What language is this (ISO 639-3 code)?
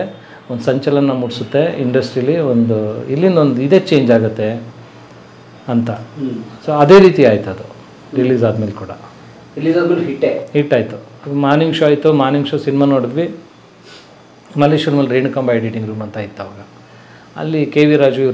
kan